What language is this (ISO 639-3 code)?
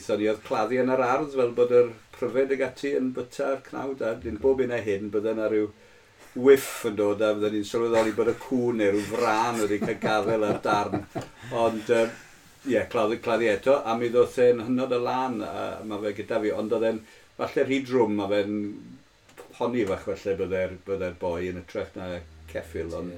cym